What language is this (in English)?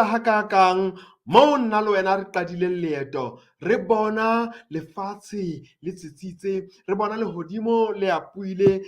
Southern Sotho